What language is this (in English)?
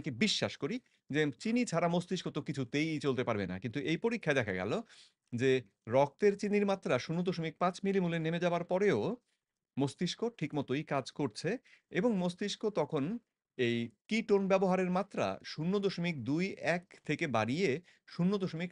Bangla